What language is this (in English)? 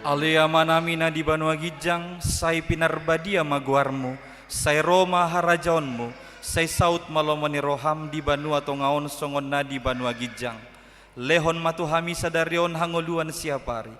Batak Toba